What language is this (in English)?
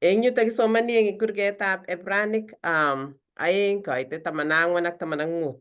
Kalenjin